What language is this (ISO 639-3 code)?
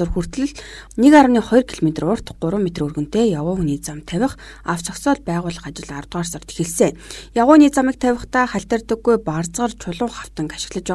mon